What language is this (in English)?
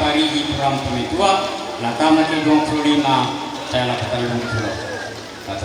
Toraja-Sa'dan